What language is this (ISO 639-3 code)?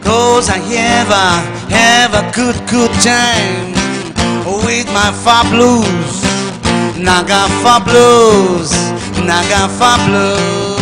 nmf